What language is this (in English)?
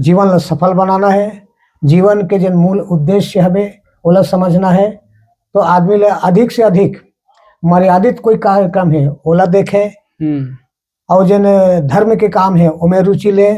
Chhattisgarhi